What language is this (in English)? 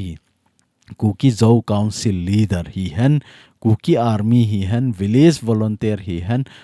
Thado Chin